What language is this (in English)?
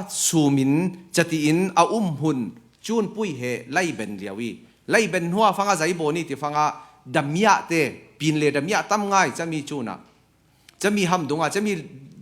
Falam Chin